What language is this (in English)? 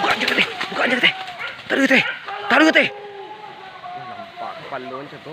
Minangkabau